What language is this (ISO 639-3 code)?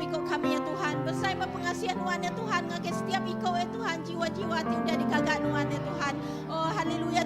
iba